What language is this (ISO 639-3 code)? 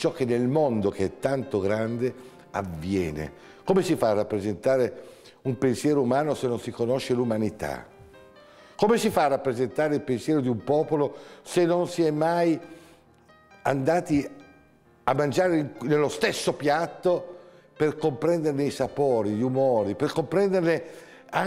ita